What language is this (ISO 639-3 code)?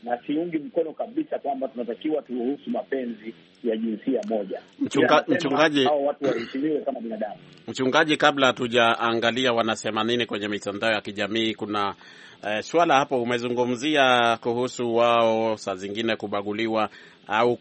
swa